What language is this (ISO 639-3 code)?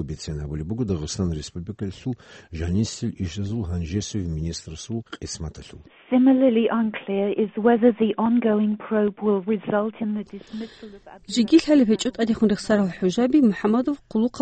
ava